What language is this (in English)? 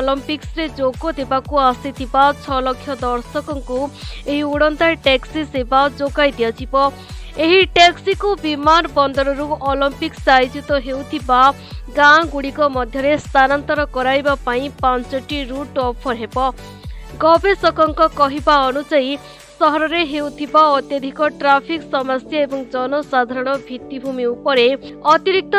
Odia